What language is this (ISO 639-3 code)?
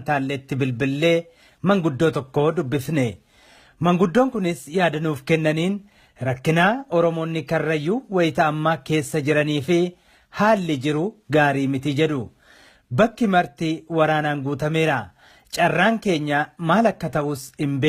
orm